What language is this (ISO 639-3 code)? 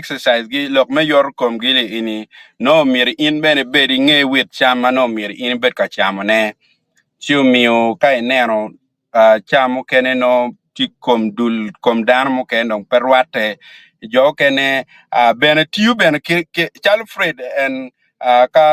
ach